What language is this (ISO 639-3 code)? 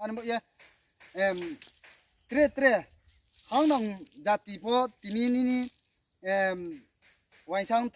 ria